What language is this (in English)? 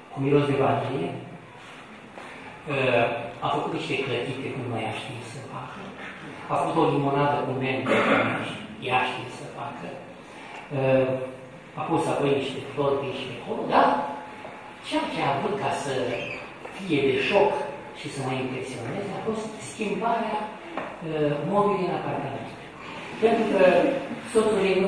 Romanian